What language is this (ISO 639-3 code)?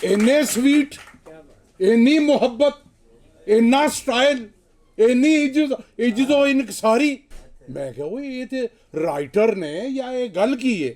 lah